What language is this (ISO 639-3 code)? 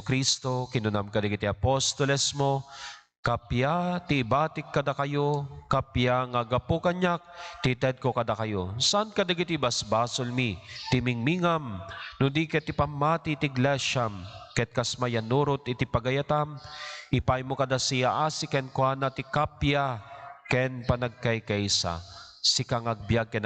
ilo